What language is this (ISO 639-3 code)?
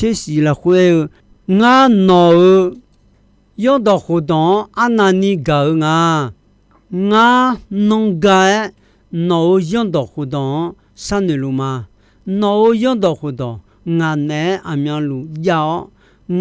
ahk